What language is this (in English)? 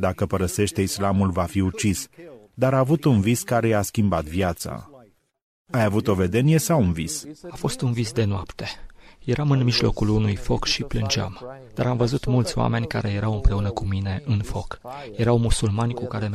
Romanian